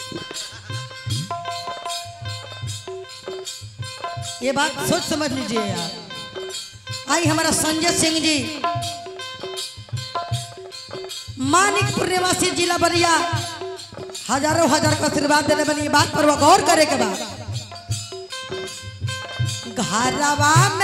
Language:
Bhojpuri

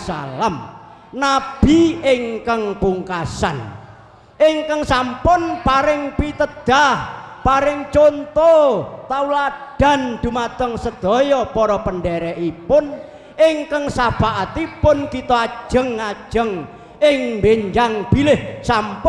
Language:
Javanese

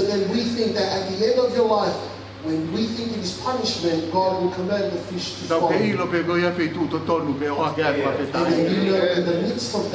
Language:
Tongan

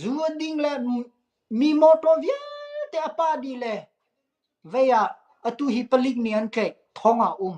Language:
Hakha Chin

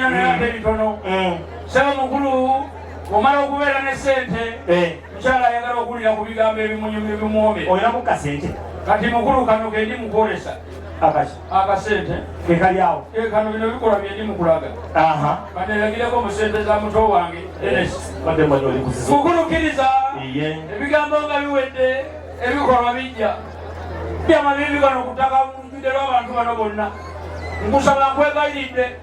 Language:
Ganda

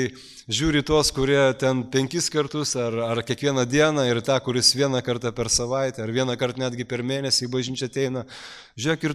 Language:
Lithuanian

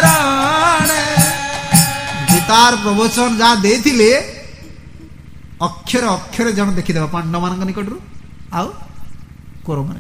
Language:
Odia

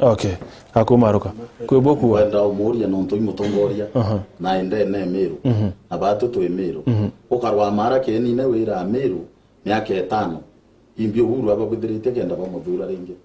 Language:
Meru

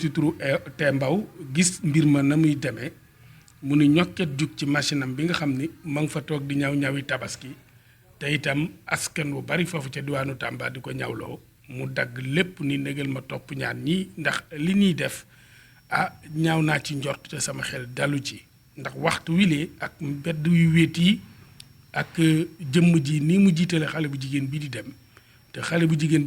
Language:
Wolof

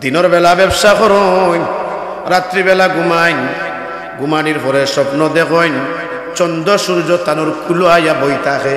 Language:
Sylheti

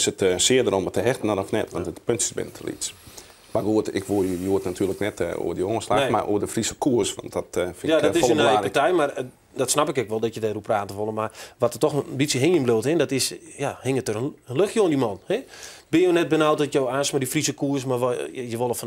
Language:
Western Frisian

